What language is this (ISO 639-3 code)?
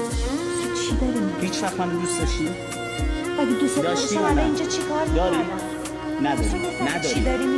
fas